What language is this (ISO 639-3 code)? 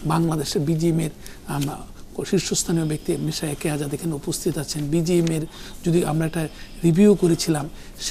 ben